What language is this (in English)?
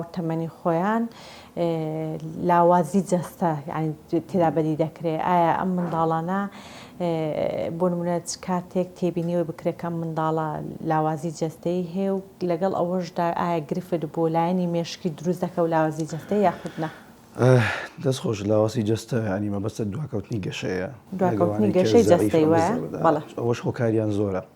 Central Kurdish